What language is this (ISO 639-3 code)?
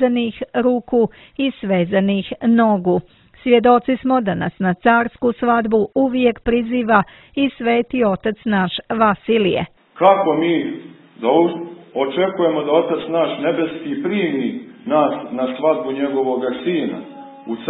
srp